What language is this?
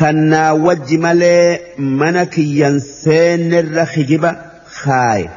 Oromo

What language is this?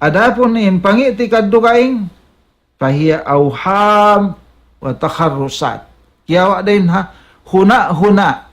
Tausug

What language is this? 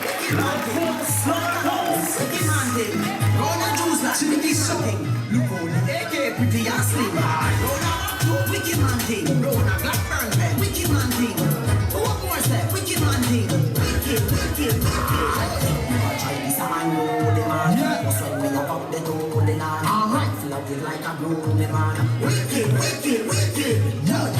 Jamaican Creole English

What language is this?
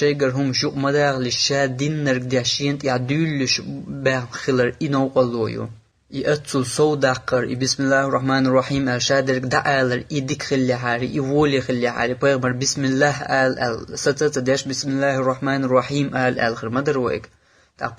Chechen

